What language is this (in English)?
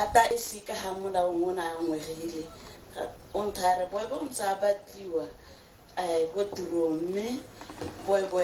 Tswana